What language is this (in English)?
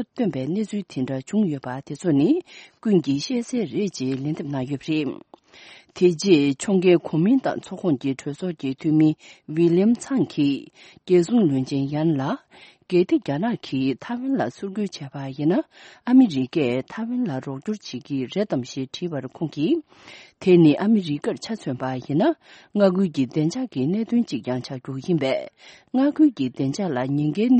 Tibetan